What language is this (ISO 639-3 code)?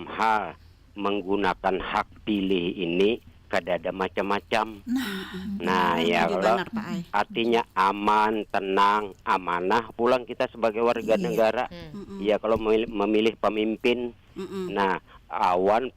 bjn